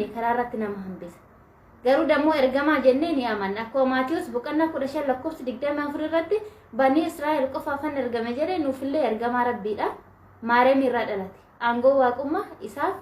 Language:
Oromo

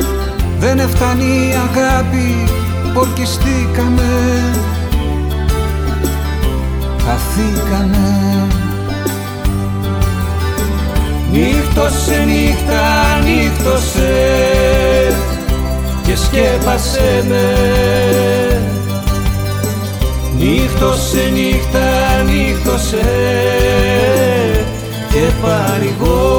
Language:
Greek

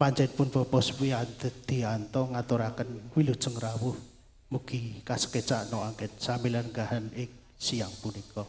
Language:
Javanese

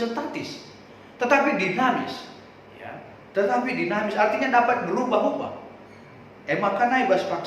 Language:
Batak Karo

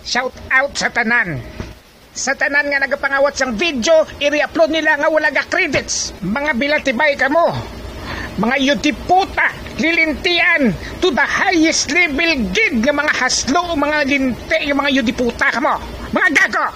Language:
Hiligaynon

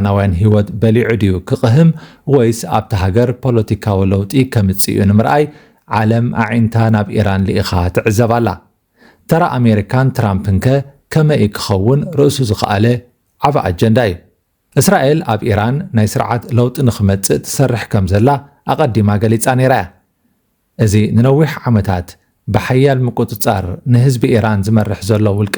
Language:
Tigrinya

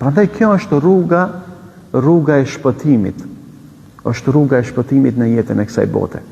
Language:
Albanian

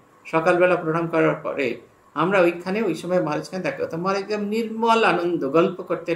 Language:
Bangla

